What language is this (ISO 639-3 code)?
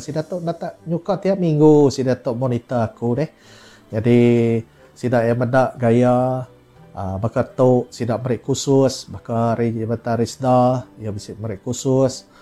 iba